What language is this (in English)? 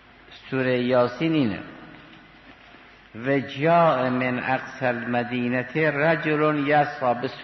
Persian